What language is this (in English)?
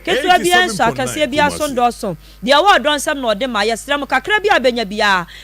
Akan